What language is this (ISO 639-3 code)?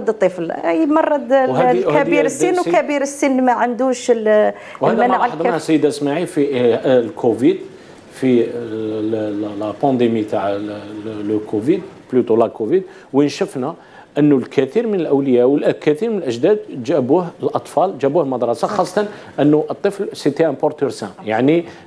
arq